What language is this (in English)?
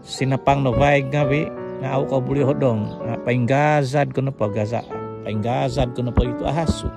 Central Dusun